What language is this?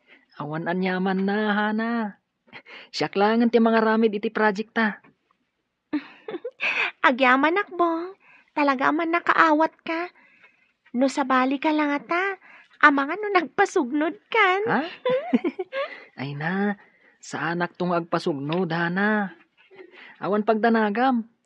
Iloko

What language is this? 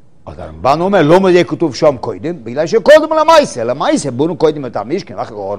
Hebrew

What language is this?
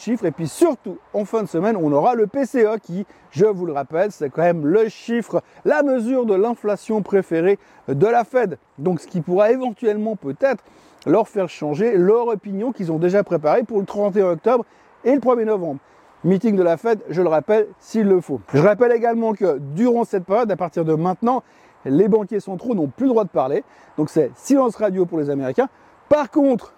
French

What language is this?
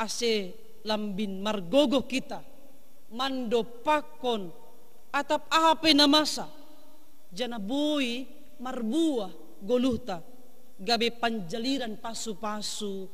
Batak Simalungun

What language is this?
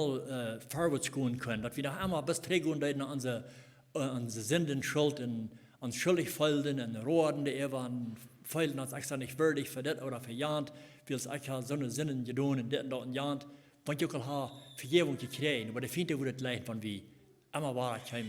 Plautdietsch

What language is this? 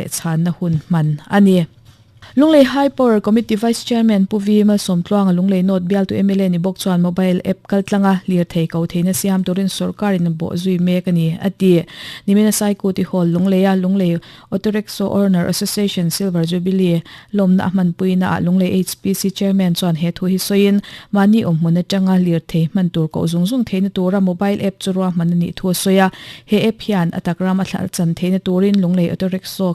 Mizo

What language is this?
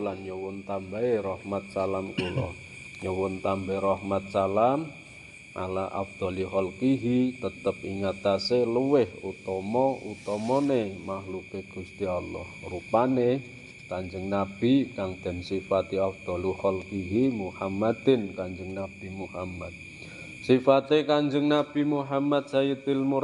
Javanese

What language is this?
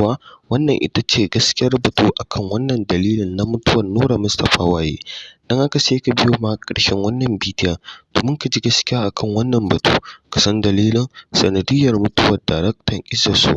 Hausa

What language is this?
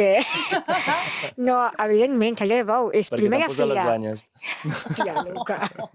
Catalan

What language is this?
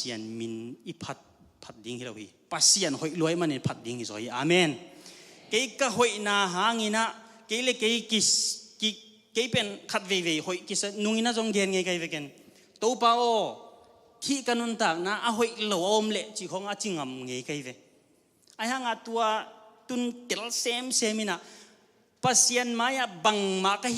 Tedim Chin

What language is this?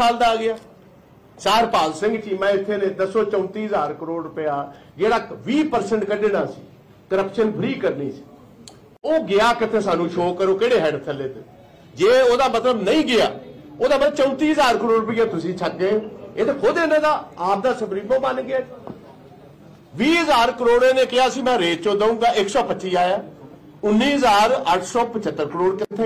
Punjabi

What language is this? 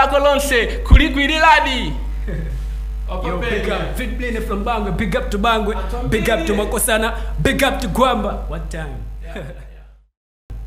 Nyanja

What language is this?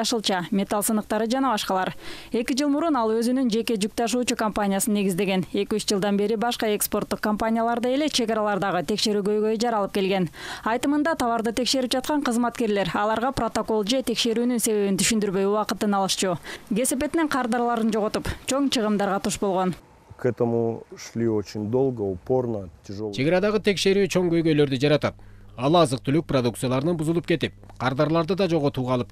Kyrgyz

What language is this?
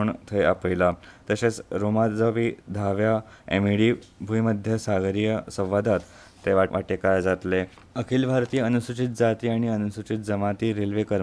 Konkani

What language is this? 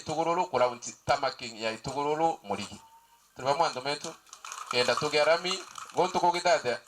Meru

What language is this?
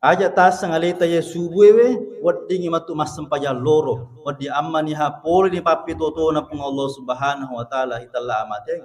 Buginese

